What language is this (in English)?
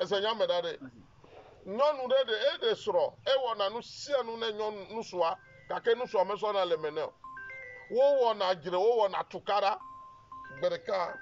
Ewe